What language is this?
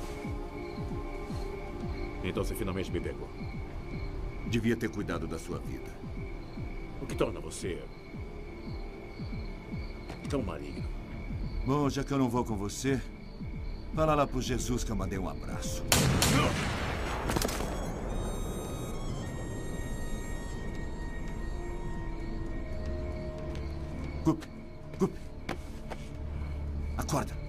Portuguese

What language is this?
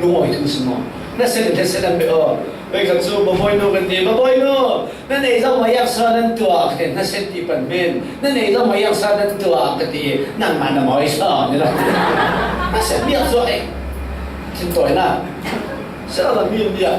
Falam Chin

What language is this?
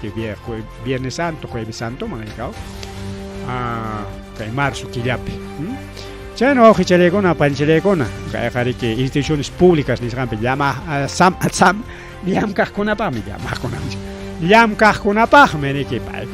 Ayacucho Quechua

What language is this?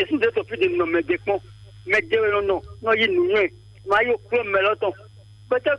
Fon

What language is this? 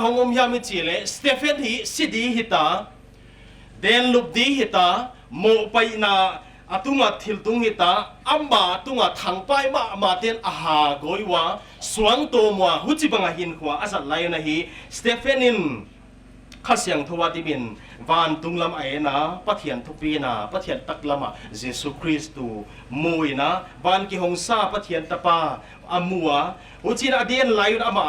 Paite Chin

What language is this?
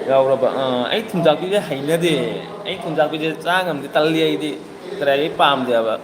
Manipuri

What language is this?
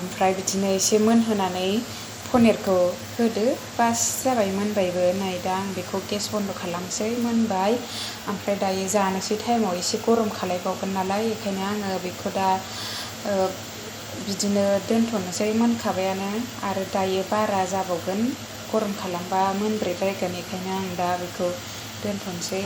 Bodo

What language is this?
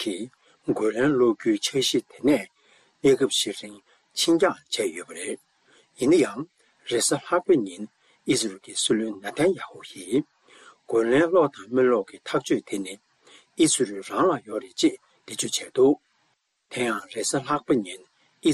Tibetan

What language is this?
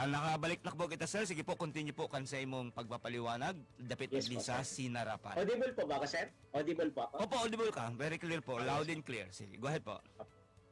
Bikol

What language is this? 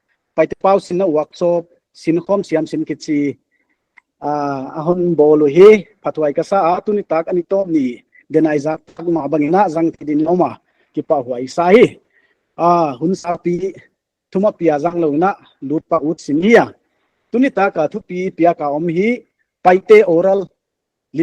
Paite Chin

